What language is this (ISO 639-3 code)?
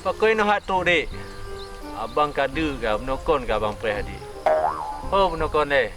ace